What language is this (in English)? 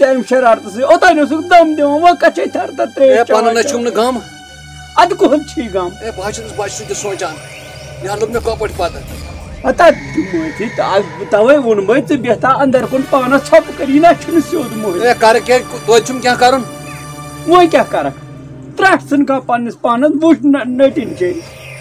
Kashmiri